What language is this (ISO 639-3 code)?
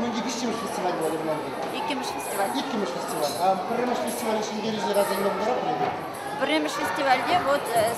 chv